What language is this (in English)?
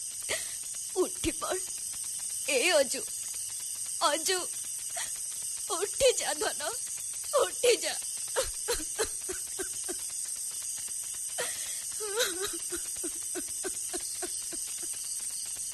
Odia